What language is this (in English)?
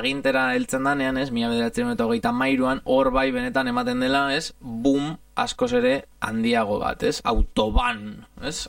Basque